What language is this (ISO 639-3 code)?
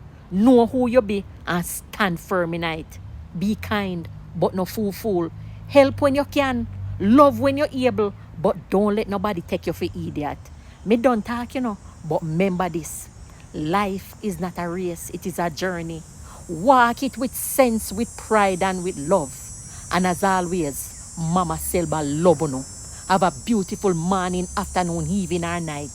jam